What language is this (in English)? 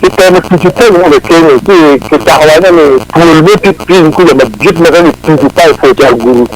Acoli